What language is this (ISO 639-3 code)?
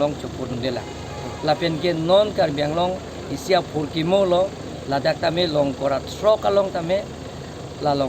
mjw